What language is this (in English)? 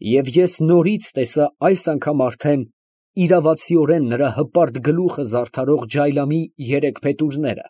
Armenian